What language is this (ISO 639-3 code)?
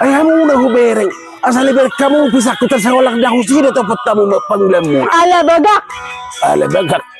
bbc